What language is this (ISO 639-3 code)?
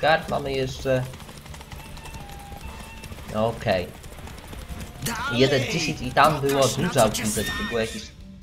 pol